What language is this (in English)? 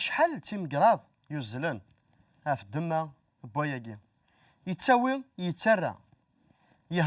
Kabyle